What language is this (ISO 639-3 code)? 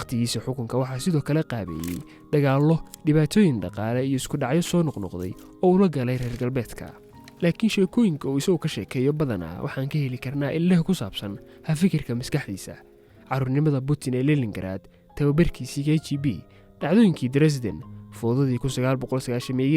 som